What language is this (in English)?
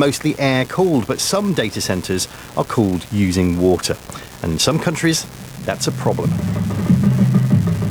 English